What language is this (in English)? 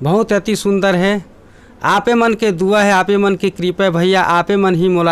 Chhattisgarhi